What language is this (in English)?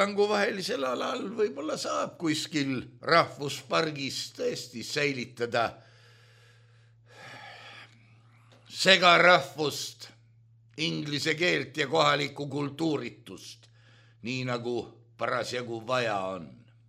Estonian